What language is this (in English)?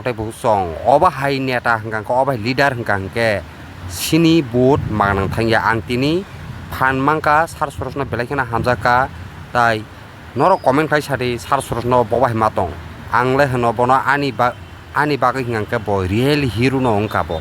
Kok Borok